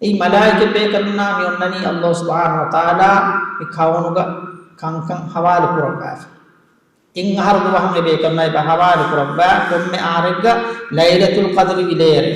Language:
Divehi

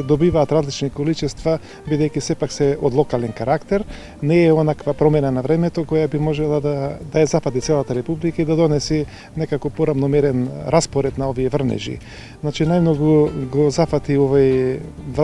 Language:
Macedonian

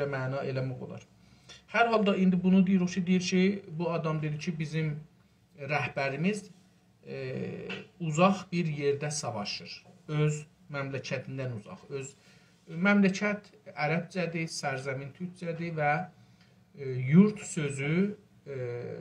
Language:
South Azerbaijani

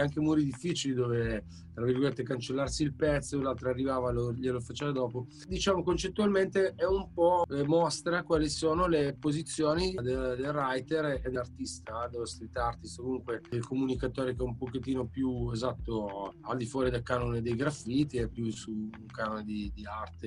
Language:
Italian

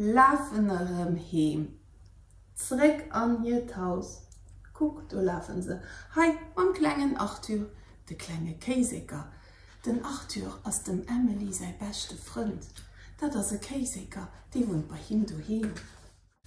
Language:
Luxembourgish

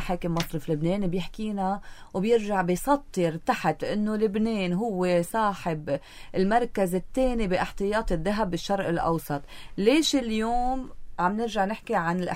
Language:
North Levantine Arabic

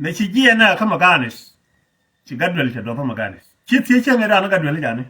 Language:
Nuer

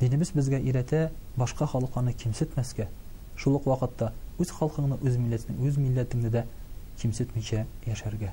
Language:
Tatar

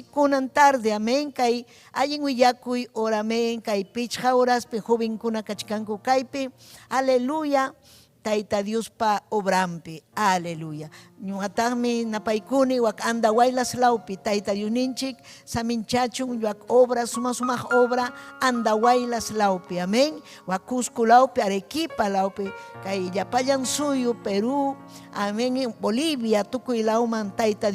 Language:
Ayacucho Quechua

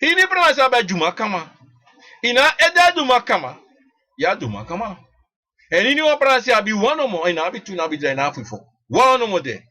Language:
Sranan Tongo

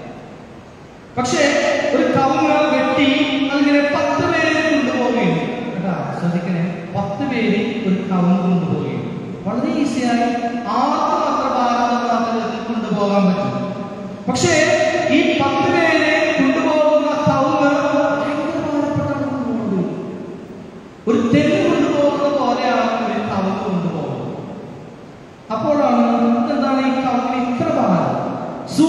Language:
Malayalam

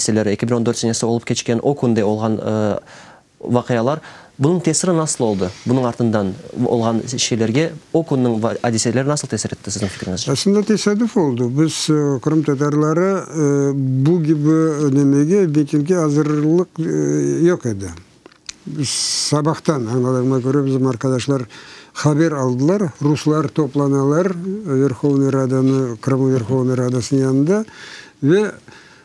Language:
Crimean Tatar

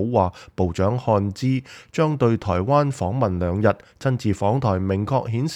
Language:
Cantonese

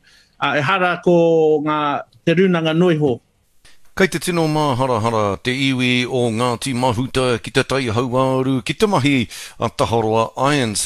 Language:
Māori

